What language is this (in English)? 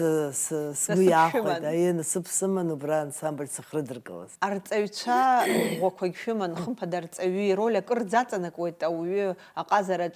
Abkhazian